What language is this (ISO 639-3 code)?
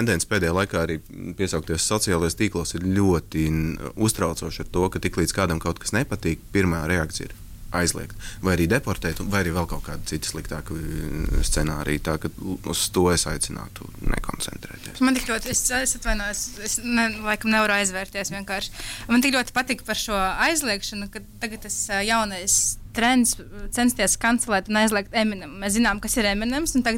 lav